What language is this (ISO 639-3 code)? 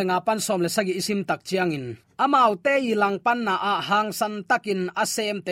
ctd